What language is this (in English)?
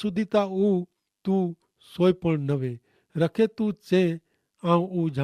Kachhi